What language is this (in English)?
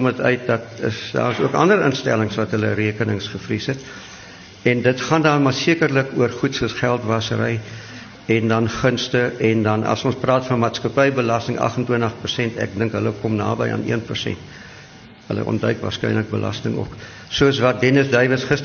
Afrikaans